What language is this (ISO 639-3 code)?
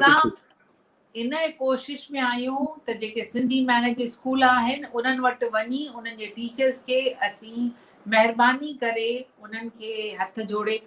snd